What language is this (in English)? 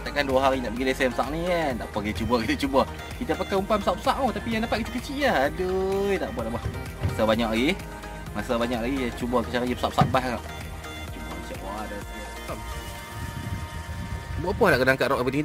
Malay